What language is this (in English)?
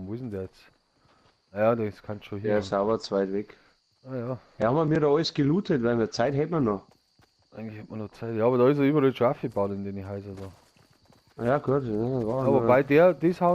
Bavarian